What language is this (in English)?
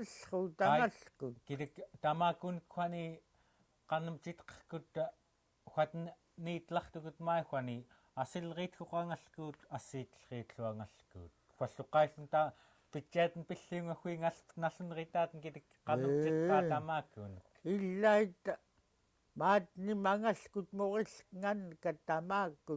Central Yupik